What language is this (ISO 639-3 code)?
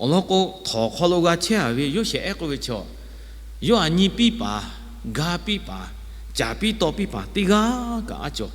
lhu